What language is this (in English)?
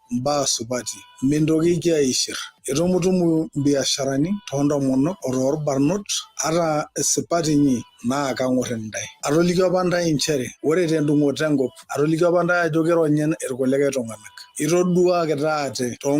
Masai